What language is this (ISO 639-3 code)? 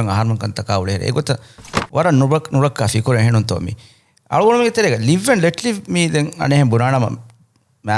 div